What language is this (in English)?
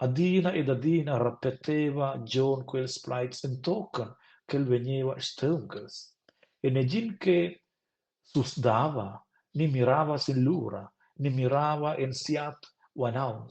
Romansh